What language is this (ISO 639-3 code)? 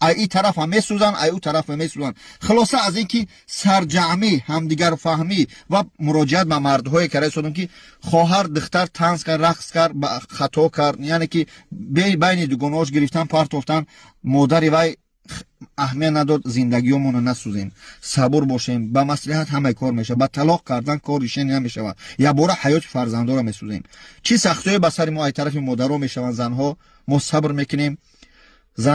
tgk